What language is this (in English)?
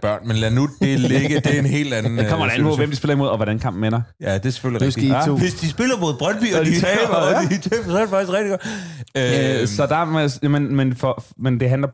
Danish